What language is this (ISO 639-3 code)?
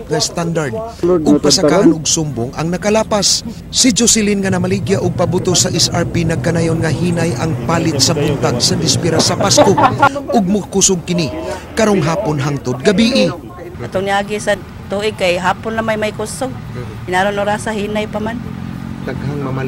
ceb